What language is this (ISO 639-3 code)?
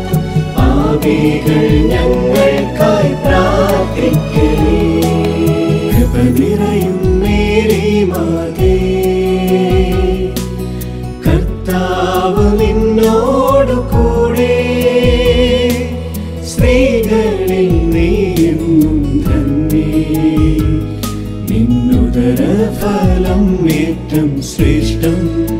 mal